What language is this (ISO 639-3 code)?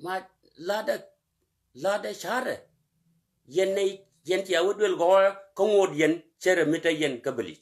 nus